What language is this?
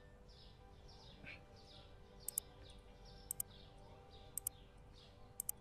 German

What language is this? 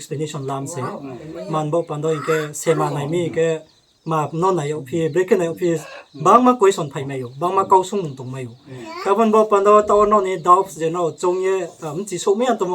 Riang (India)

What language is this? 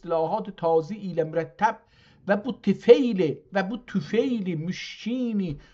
South Azerbaijani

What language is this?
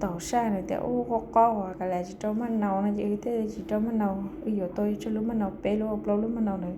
Hmong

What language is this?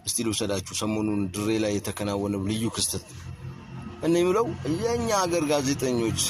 Amharic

